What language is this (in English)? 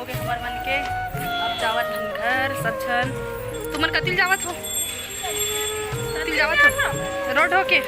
Chhattisgarhi